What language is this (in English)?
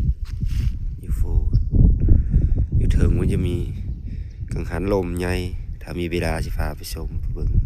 Lao